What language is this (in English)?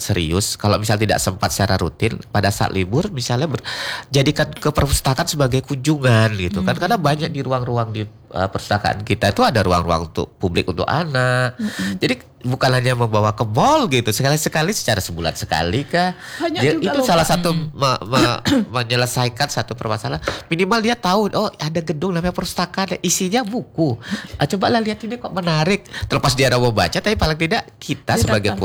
Indonesian